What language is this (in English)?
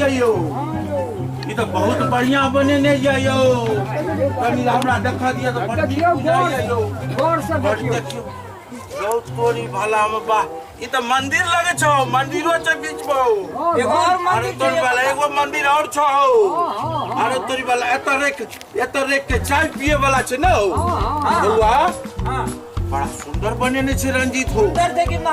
Maithili